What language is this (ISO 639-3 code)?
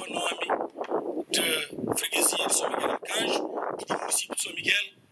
kea